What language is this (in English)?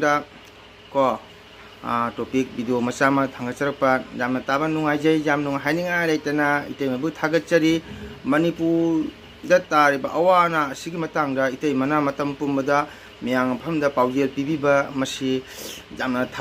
Manipuri